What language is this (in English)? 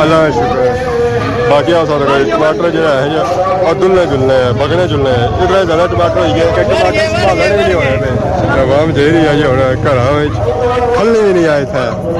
Pahari-Potwari